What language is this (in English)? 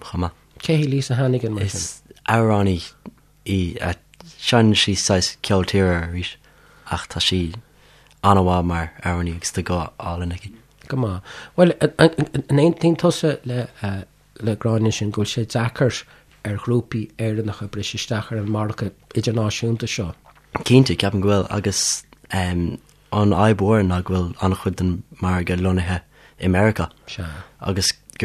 Irish